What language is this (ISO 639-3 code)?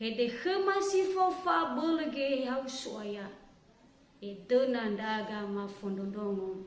nia